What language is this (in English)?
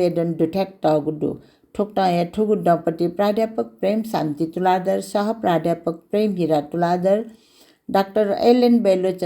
Newari